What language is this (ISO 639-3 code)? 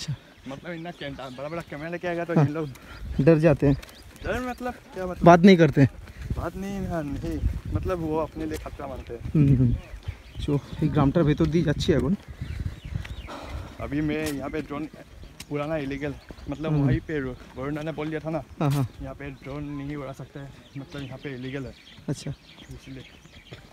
hin